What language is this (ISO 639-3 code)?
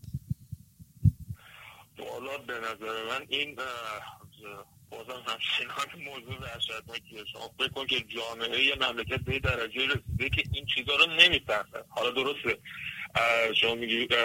fas